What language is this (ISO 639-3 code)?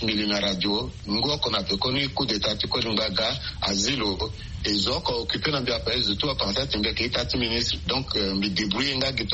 sag